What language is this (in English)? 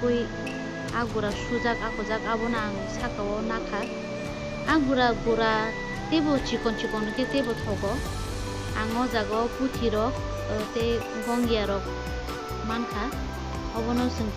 Kok Borok